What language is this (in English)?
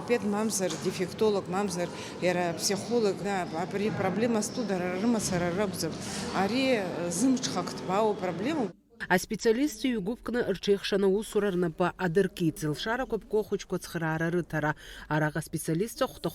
Abkhazian